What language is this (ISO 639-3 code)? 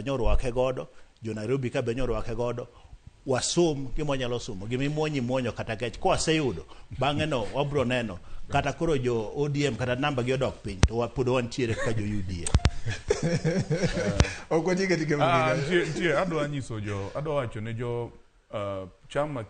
luo